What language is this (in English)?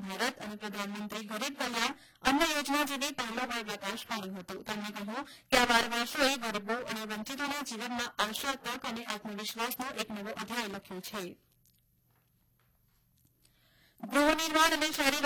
Gujarati